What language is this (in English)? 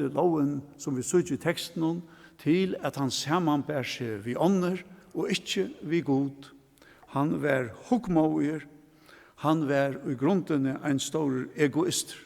Faroese